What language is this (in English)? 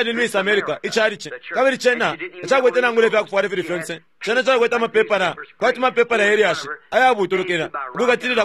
Bemba